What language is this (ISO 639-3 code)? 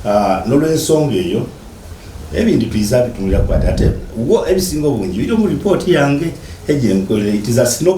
xog